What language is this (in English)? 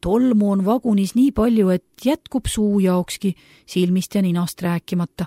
Estonian